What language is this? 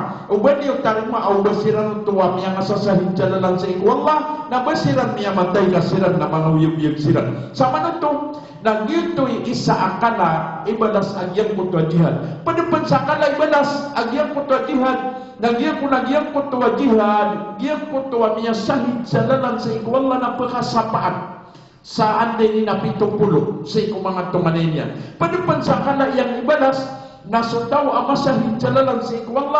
Maranao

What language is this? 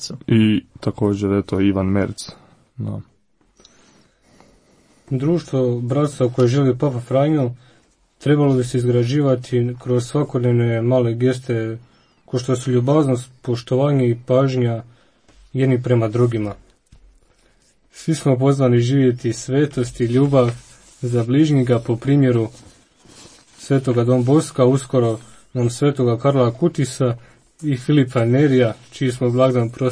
Croatian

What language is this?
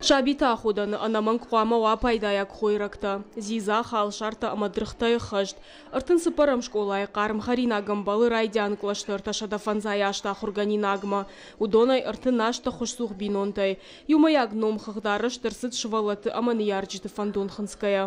Ossetic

